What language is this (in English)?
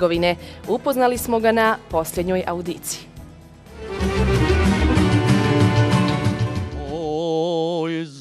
Bosnian